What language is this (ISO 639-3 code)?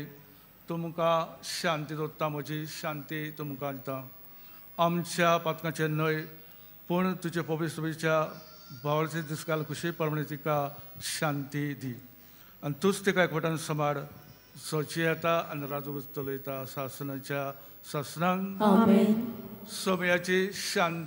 kok